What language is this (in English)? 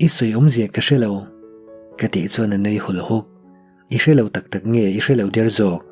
Mizo